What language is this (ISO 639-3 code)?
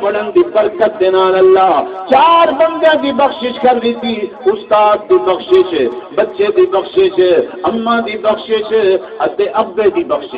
skr